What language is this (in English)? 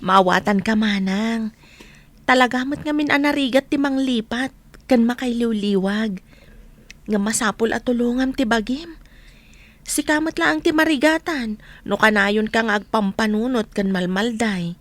Iloko